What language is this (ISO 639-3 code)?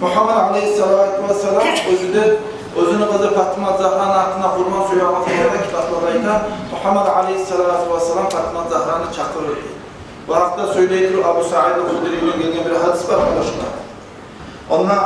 kum